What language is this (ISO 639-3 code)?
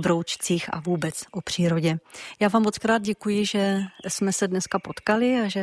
ces